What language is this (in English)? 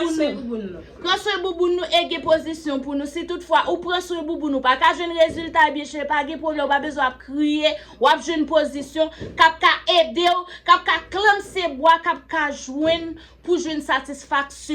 Haitian Creole